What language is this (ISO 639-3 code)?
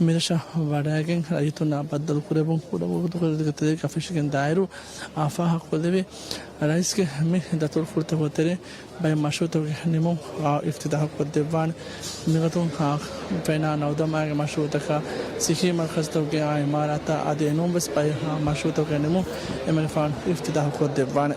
div